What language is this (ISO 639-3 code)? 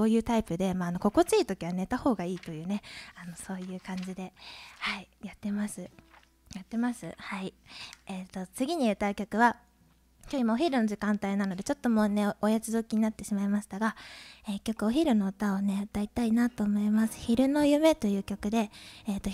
jpn